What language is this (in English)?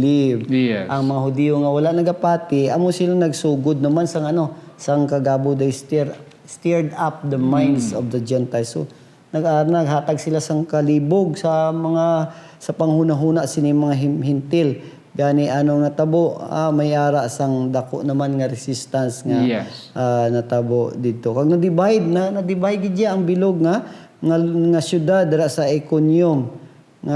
Hiligaynon